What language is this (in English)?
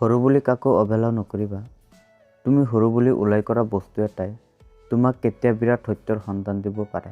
Assamese